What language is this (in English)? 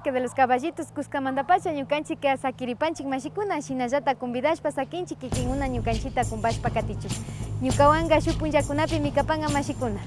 Imbabura Highland Quichua